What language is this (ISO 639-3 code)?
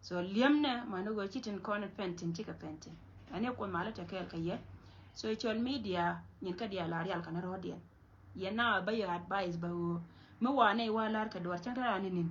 nus